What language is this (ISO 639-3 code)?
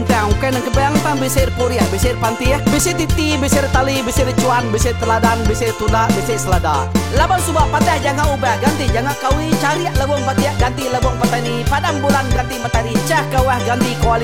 iba